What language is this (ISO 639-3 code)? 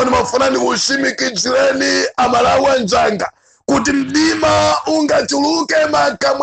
nya